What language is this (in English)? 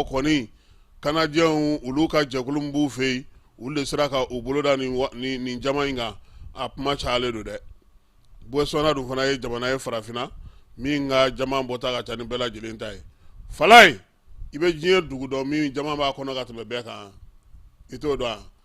Bambara